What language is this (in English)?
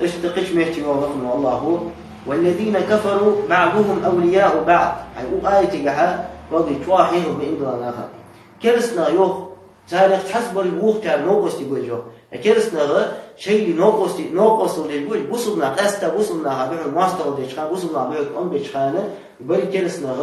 Ingush